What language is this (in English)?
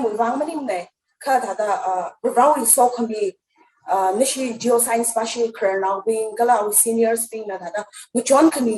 Tangkhul Naga (India)